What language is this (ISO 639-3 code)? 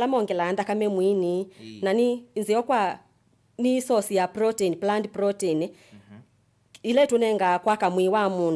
kam